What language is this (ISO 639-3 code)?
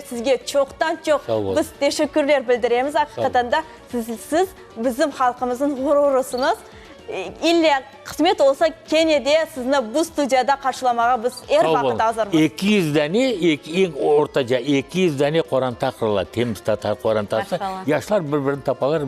crh